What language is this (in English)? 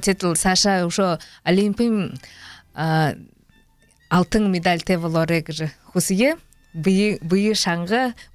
Buriat